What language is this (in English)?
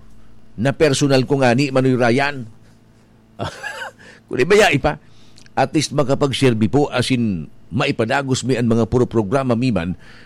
Bikol